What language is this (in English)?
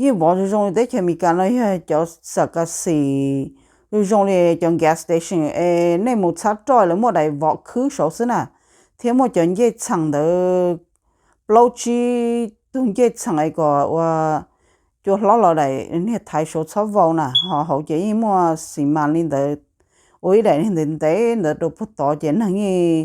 Hmong